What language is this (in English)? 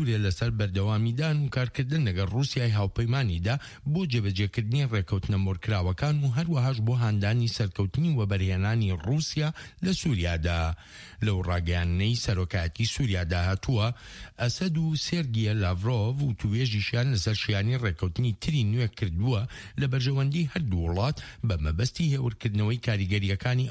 Central Kurdish